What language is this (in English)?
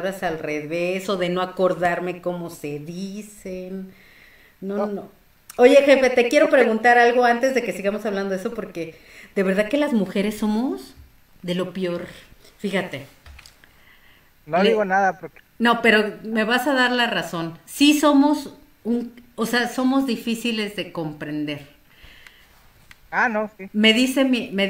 Spanish